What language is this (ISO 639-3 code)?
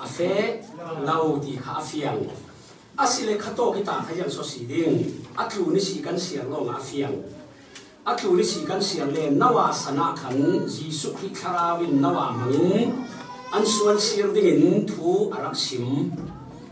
cfm